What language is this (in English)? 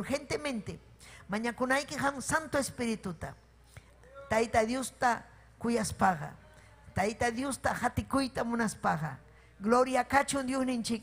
Ayacucho Quechua